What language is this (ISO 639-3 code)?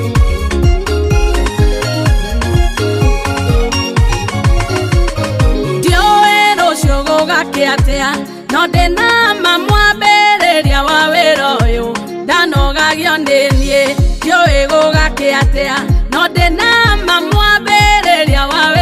kik